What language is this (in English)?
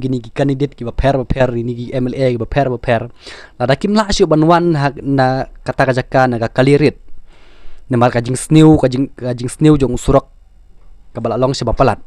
Khasi